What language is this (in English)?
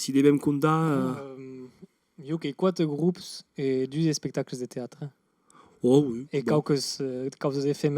Occitan